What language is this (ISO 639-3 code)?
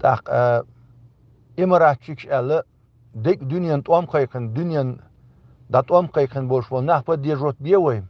che